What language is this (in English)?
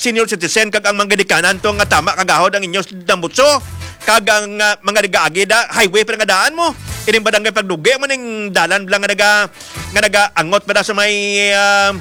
Hiligaynon